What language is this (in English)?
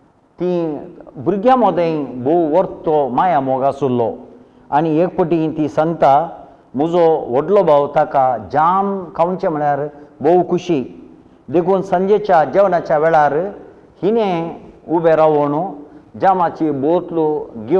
Konkani